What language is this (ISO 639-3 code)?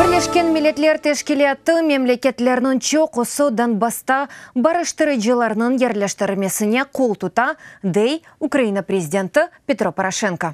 crh